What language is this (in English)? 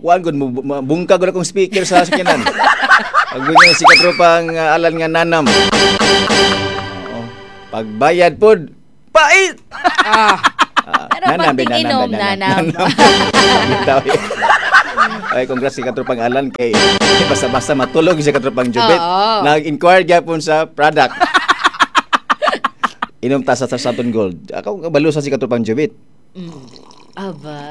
Cebuano